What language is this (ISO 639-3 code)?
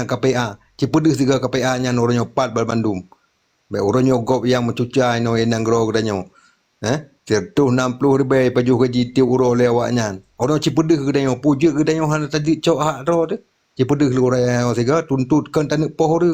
ace